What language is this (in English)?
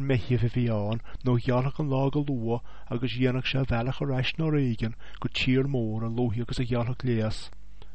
Irish